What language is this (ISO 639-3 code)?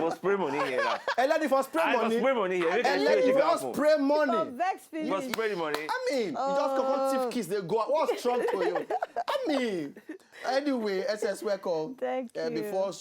pcm